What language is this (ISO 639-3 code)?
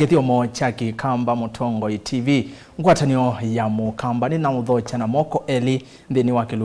kam